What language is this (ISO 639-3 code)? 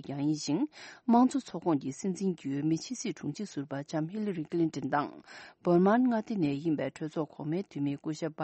bod